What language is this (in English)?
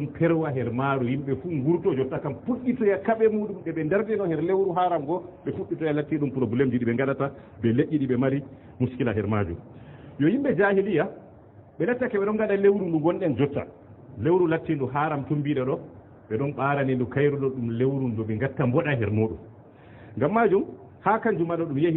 Fula